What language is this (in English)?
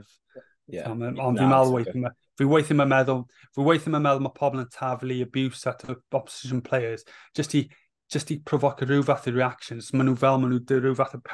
Welsh